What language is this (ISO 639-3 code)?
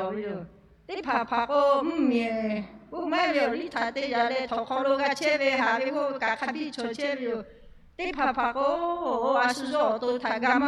lhu